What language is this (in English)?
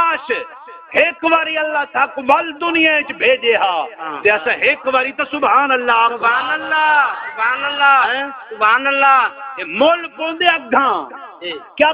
Saraiki